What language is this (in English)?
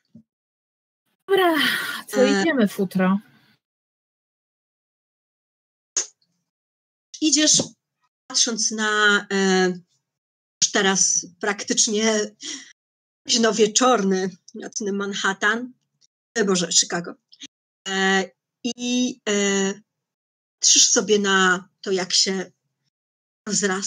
Polish